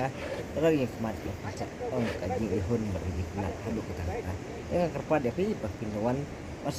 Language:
Khasi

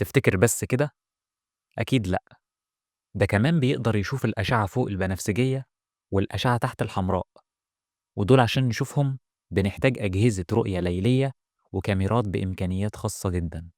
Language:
Egyptian Arabic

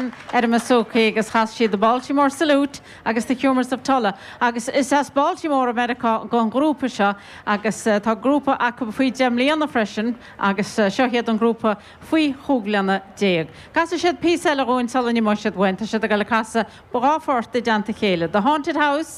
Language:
Irish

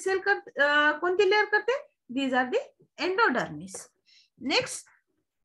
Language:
Marathi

